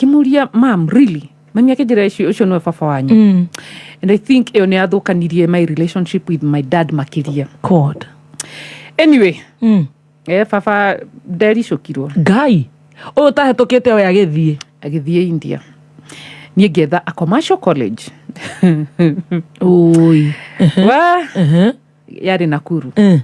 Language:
Kikuyu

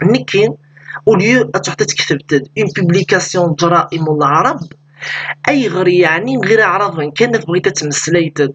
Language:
Kabyle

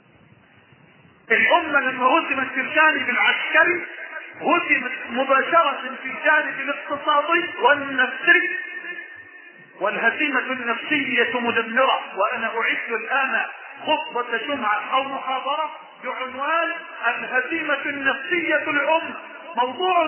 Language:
Arabic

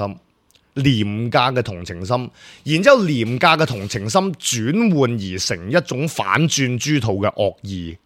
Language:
Cantonese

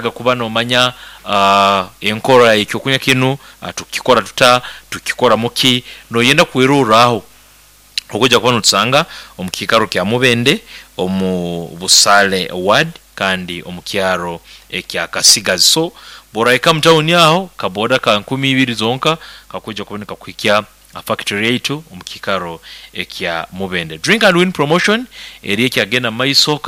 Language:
Nyoro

